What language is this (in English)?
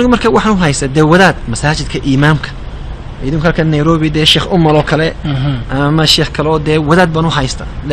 Somali